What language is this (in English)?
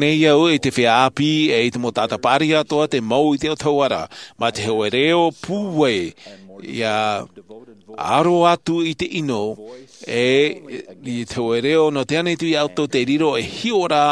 Tahitian